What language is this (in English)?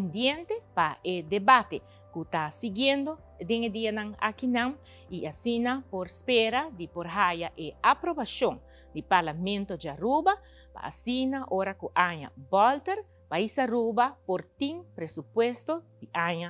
Papiamento